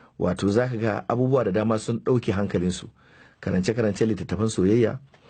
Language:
Hausa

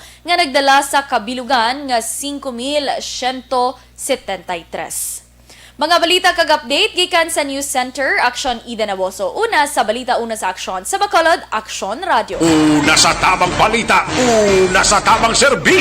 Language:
Hiligaynon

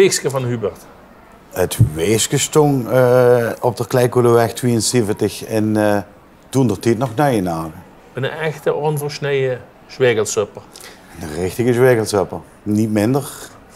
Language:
Limburgish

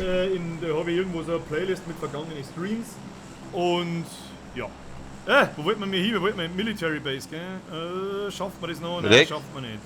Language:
Bavarian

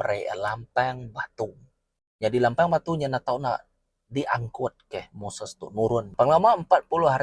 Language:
Iban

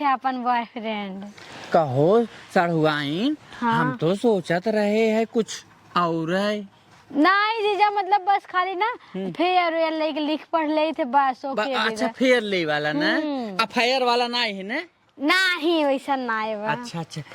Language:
Awadhi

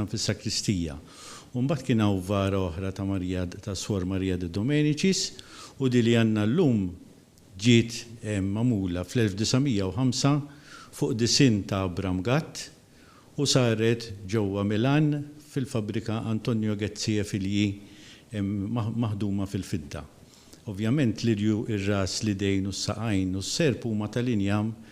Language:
Maltese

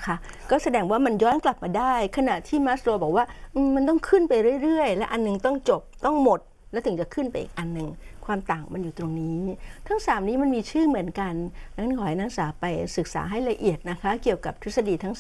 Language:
Thai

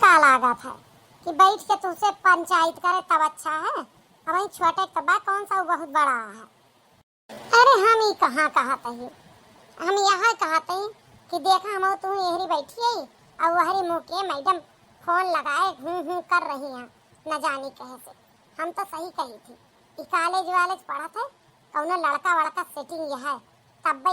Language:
Awadhi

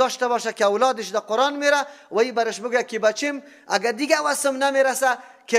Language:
Persian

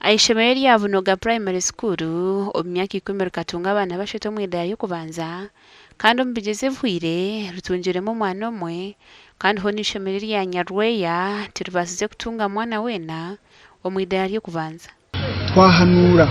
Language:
Nyankole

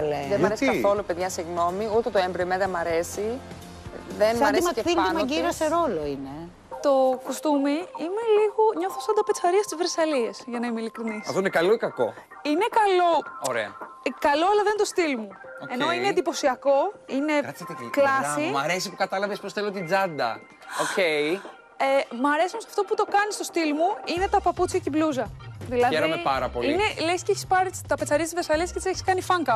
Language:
Greek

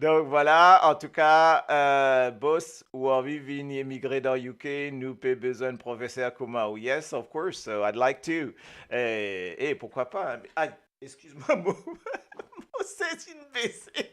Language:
Morisyen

